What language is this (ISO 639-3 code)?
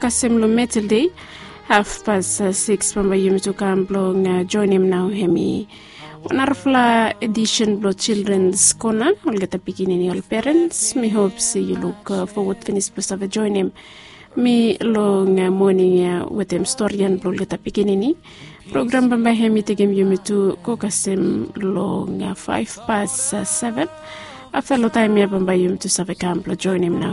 bis